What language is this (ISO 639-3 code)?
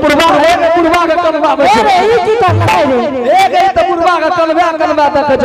anp